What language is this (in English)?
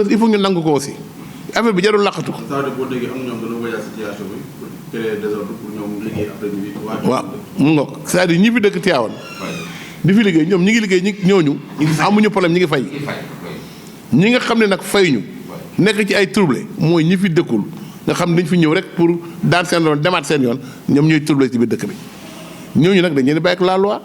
Wolof